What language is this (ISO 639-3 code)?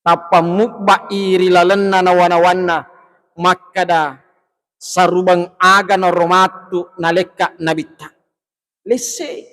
bug